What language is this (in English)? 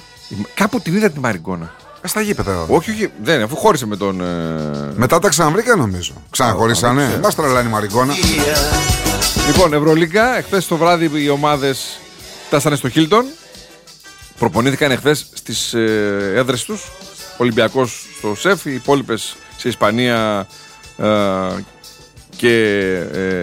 Greek